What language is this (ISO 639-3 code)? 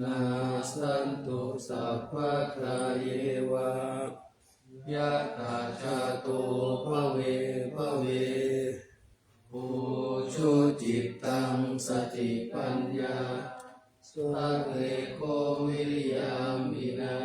pli